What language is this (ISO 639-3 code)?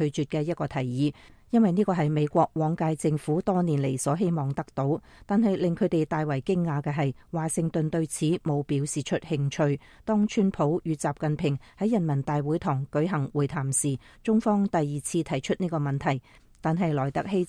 yue